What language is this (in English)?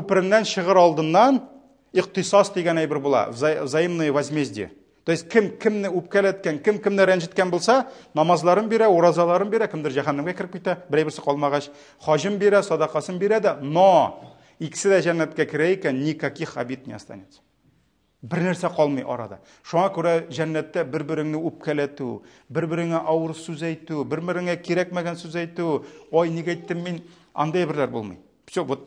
Tatar